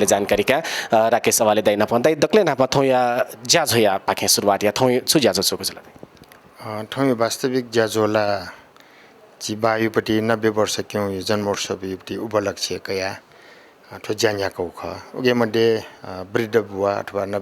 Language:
Newari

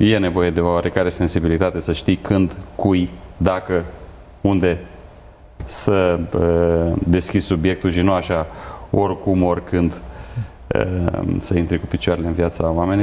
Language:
Romanian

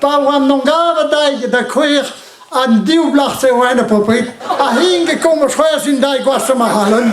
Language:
Breton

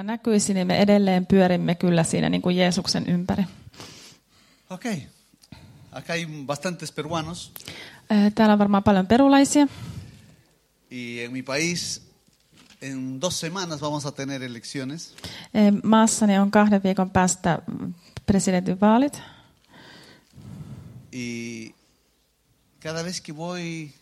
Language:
Finnish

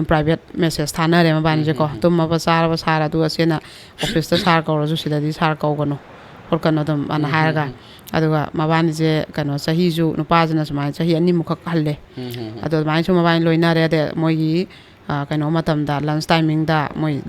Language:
Manipuri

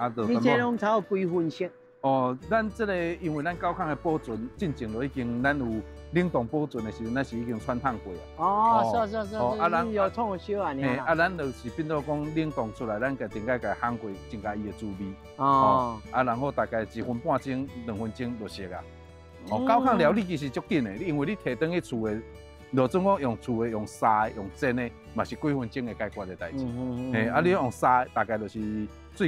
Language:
Min Nan Chinese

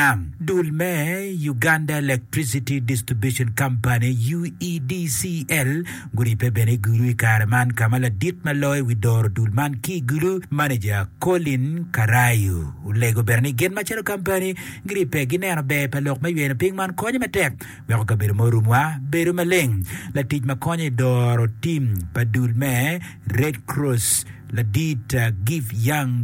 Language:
Acoli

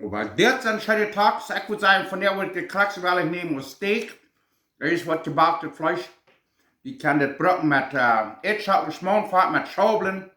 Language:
Plautdietsch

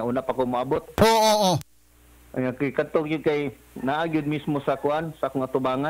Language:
Cebuano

